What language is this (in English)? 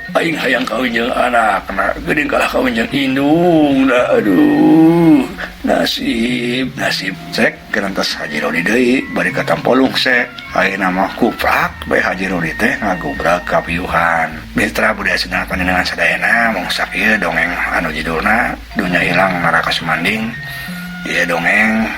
Sundanese